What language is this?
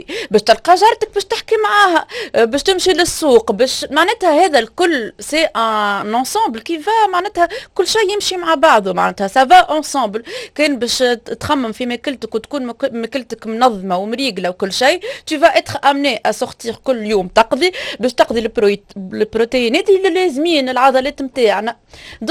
Tunisian Arabic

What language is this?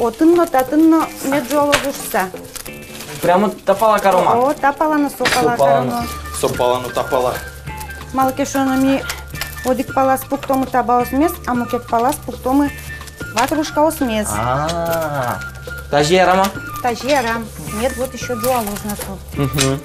Udmurt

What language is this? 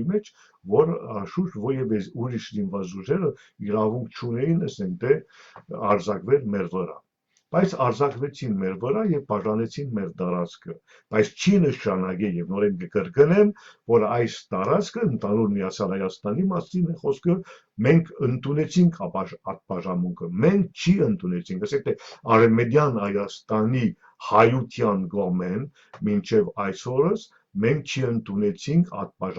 Western Armenian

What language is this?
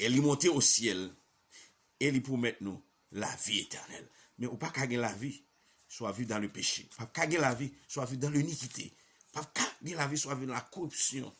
Haitian Creole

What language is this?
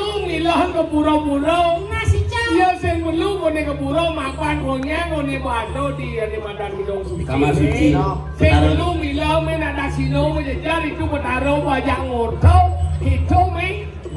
Balinese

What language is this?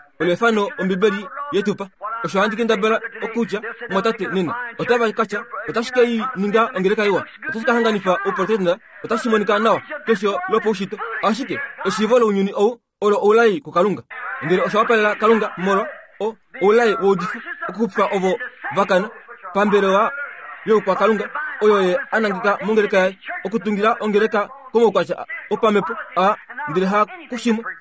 Kuanyama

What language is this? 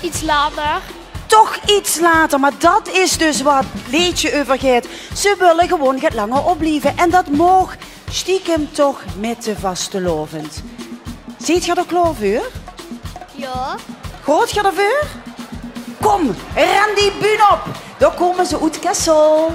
Limburgish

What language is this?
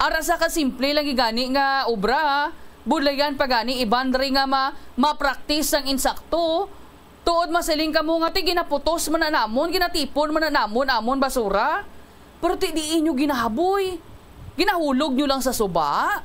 Hiligaynon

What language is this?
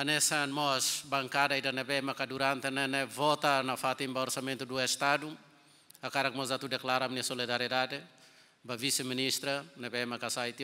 Tetum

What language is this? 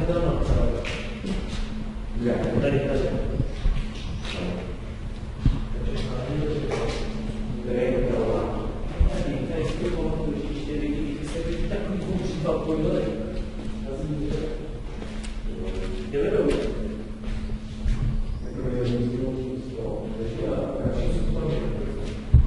Czech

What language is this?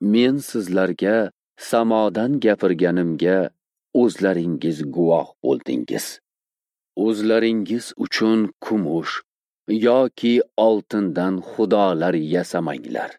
Uzbek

